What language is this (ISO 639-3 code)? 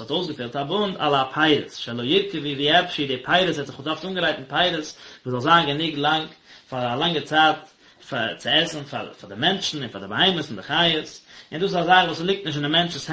yid